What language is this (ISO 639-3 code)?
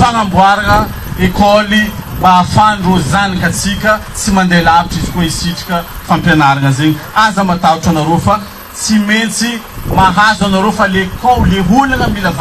mlg